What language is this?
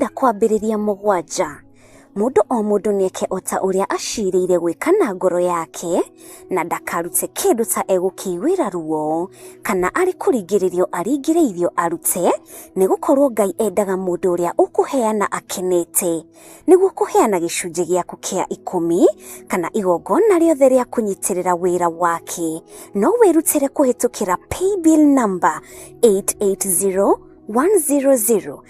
Kikuyu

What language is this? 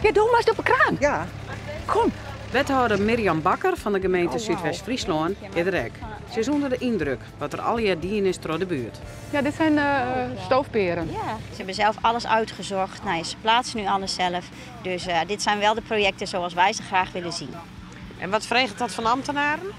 Western Frisian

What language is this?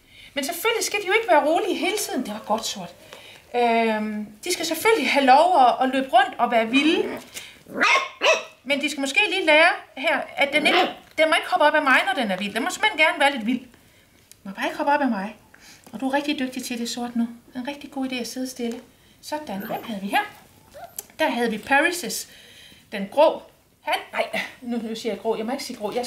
Danish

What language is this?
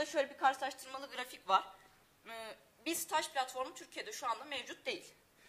Turkish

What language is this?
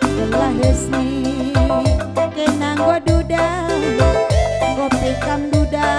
Batak Karo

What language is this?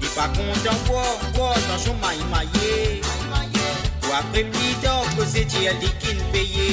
Morisyen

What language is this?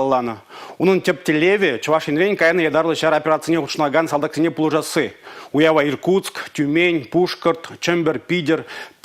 Chuvash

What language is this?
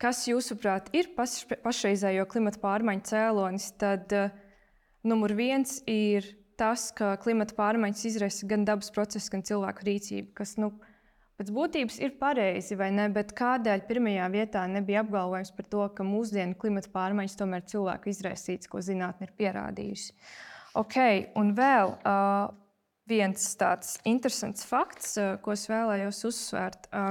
Latvian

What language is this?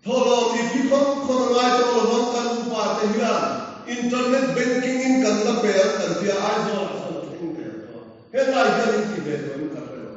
Mizo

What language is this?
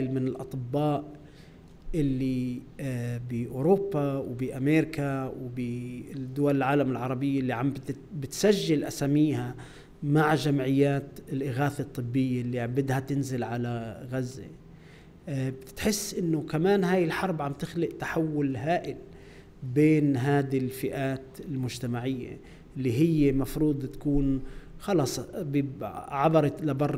North Levantine Arabic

